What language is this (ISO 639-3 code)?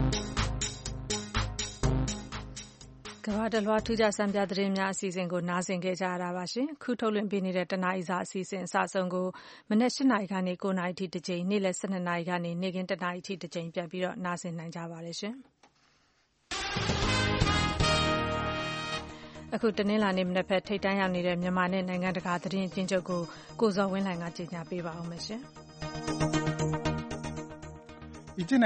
mya